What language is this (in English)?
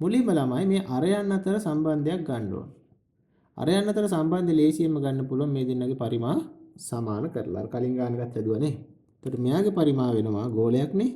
Sinhala